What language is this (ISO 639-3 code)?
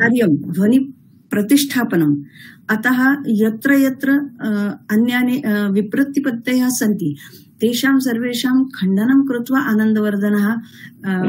san